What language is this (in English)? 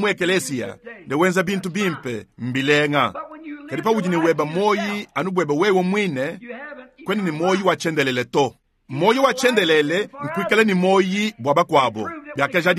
Luba-Lulua